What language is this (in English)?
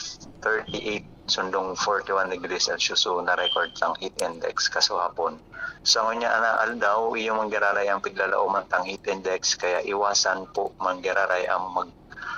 Bikol